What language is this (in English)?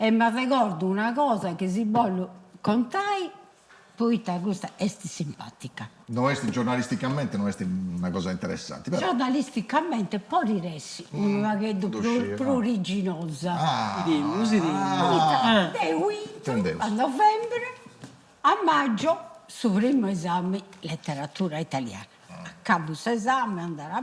Sardinian